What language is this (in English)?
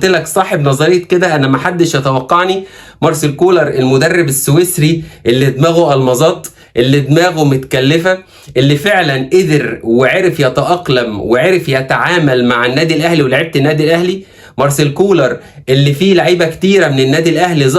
Egyptian Arabic